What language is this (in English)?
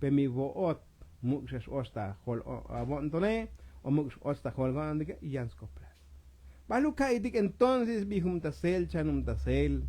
Tzotzil